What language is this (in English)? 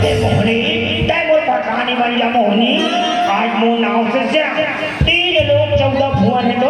Chhattisgarhi